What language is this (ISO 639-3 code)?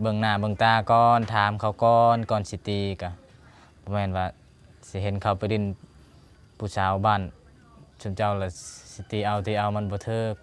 lao